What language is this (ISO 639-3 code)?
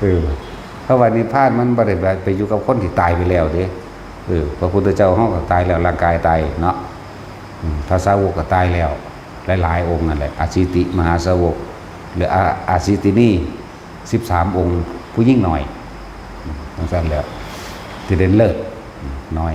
tts